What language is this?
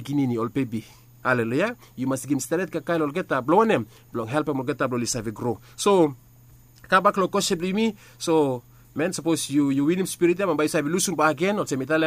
Bislama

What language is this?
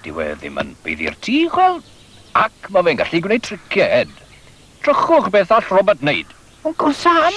Welsh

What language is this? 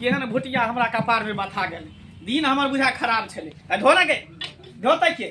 Maithili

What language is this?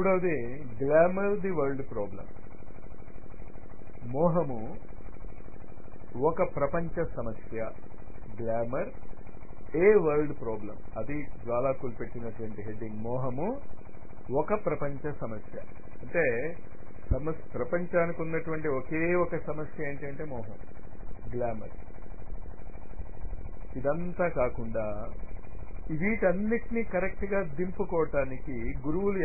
Telugu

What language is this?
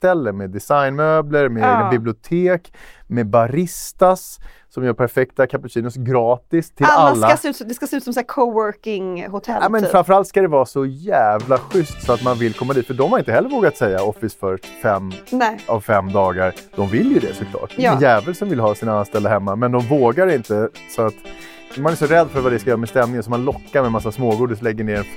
Swedish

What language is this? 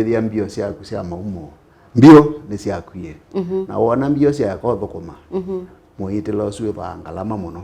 Kamba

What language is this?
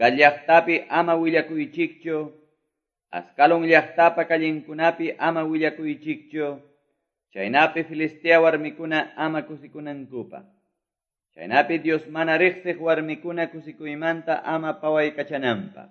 Quechua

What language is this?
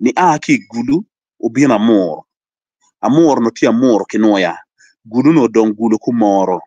Acoli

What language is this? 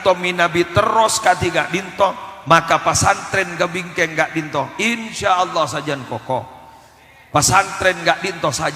Madurese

